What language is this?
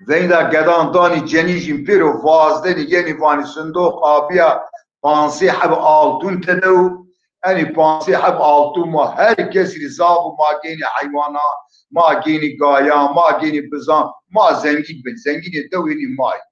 Zaza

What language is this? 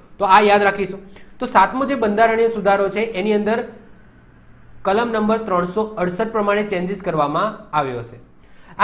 Gujarati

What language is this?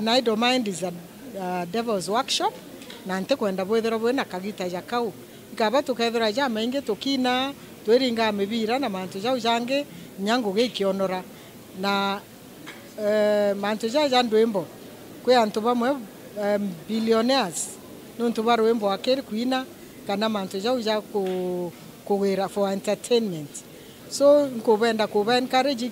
Meru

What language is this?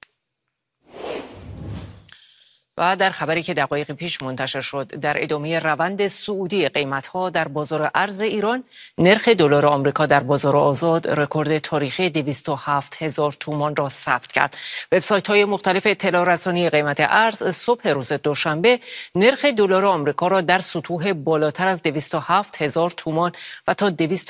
Persian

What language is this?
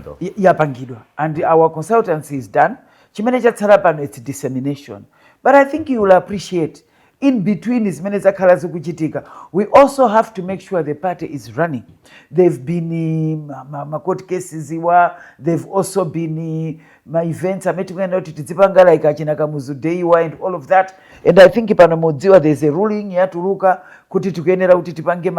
Nyanja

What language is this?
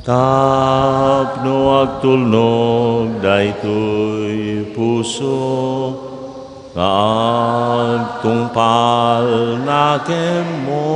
Iloko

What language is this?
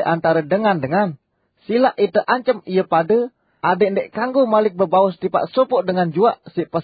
Sasak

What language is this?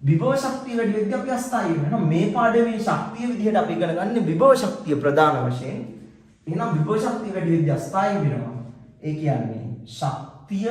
Sinhala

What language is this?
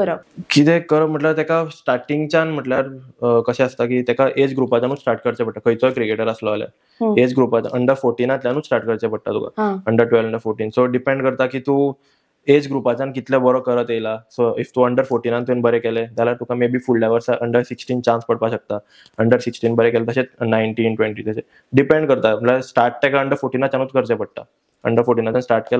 Konkani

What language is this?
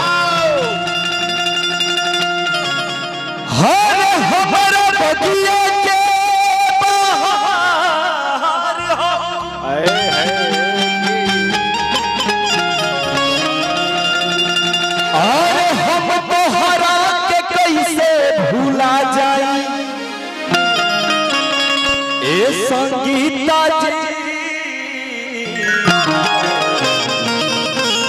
Bhojpuri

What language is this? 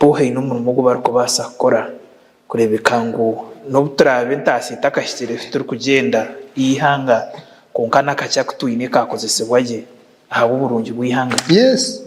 Nyankole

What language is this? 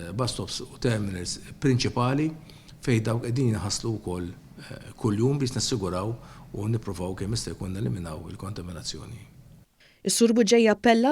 Maltese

